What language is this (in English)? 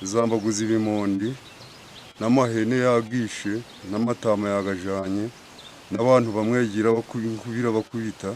Nyankole